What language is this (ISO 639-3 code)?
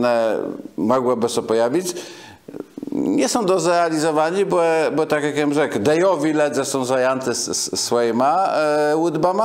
csb